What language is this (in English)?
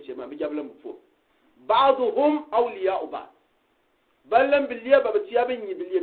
Gourmanchéma